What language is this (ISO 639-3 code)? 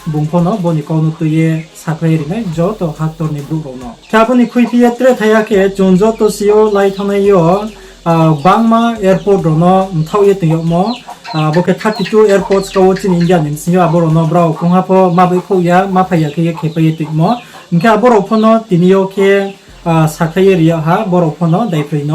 ria